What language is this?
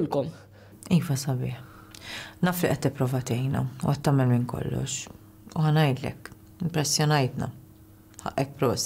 Maltese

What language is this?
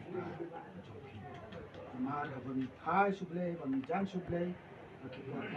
Khasi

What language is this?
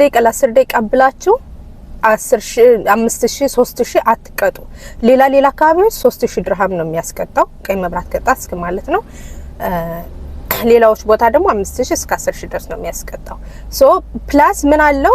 Amharic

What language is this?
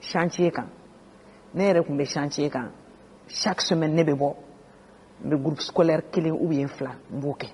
Bambara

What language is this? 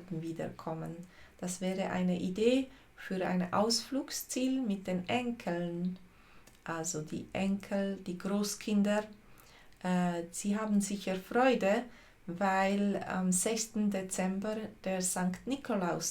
Swiss German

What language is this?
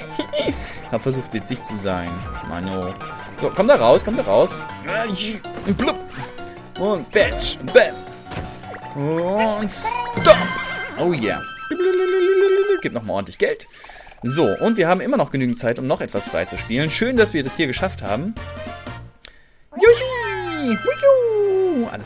German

